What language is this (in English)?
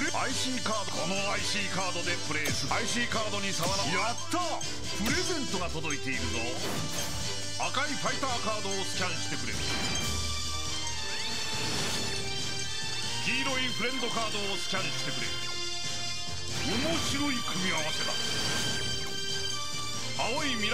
Japanese